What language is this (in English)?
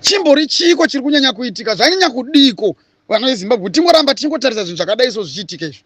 Shona